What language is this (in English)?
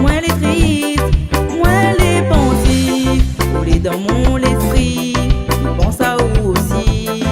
Réunion Creole French